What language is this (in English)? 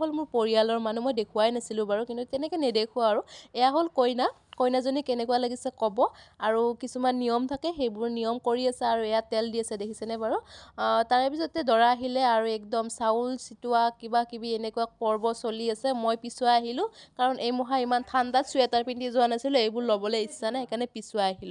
Assamese